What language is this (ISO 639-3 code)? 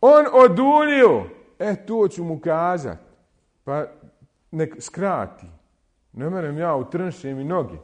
bos